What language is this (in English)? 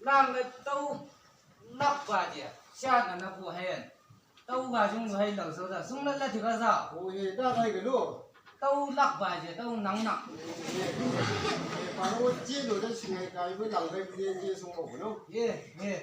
Chang Naga